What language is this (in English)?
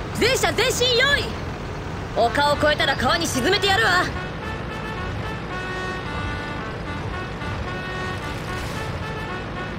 Japanese